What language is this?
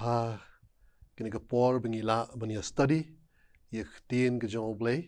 Khasi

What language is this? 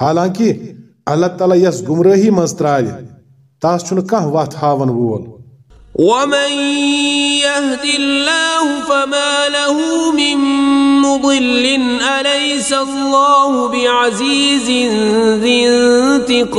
Kashmiri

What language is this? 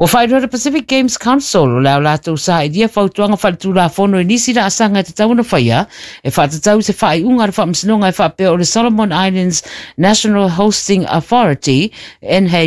Samoan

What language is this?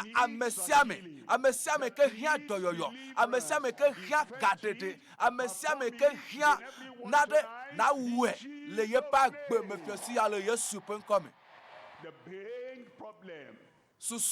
Ewe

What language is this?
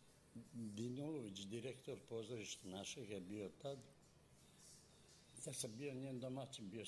Serbian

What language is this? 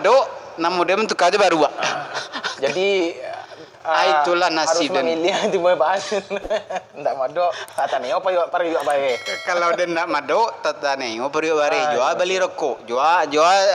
Minangkabau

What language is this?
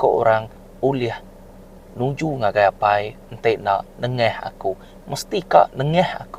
Iban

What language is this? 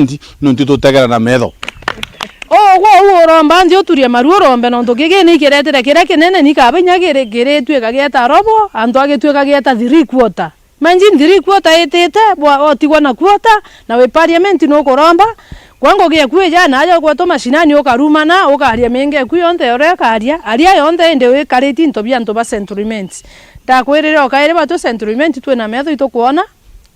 Meru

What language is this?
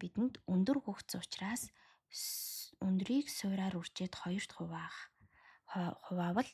Mongolian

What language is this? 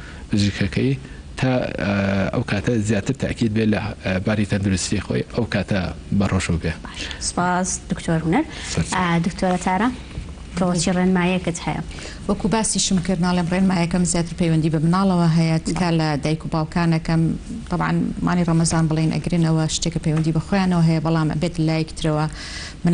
Central Kurdish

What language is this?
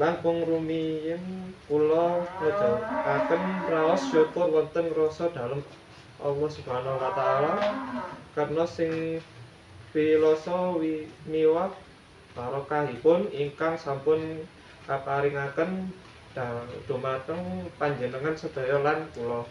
Javanese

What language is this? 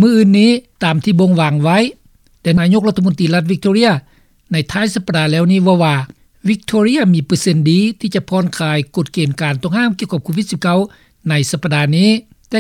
Lao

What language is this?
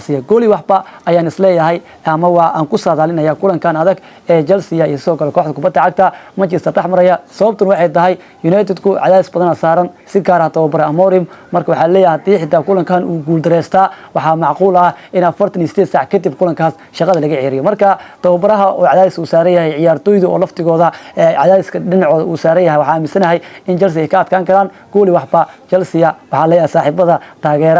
Somali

